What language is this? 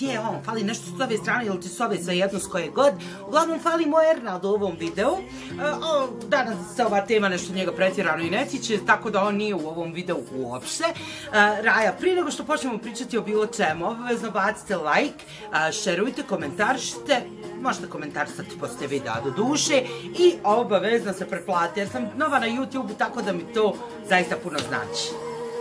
Bosnian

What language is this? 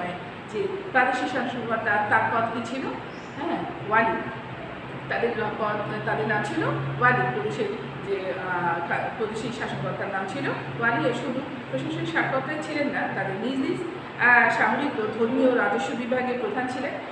Bangla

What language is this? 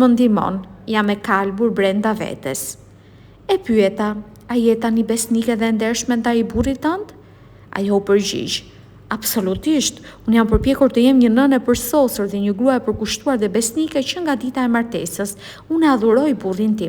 Albanian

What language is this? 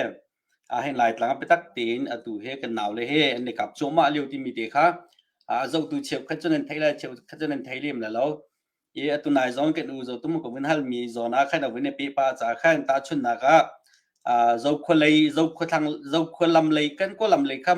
Hakha Chin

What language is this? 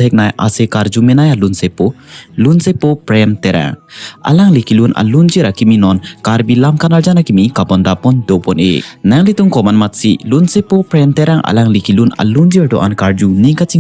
Karbi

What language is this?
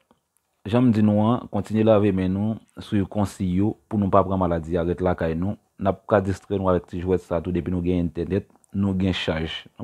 Haitian Creole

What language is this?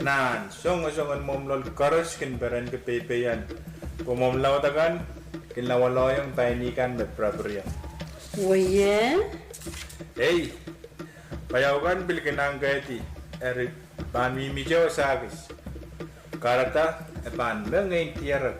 Pohnpeian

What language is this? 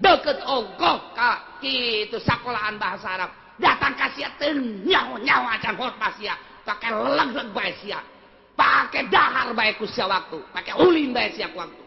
Sundanese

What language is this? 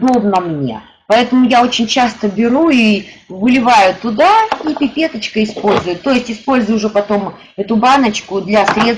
Russian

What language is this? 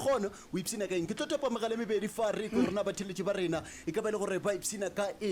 Northern Sotho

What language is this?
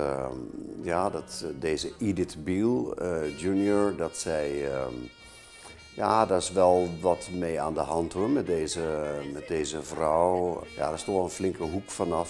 Dutch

